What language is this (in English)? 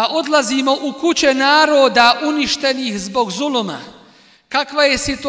Bosnian